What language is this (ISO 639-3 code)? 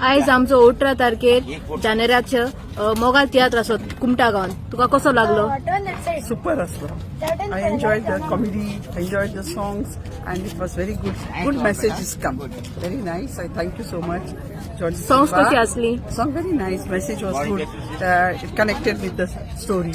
kok